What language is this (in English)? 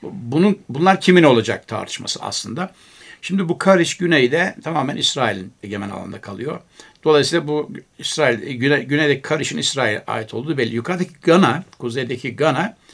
Turkish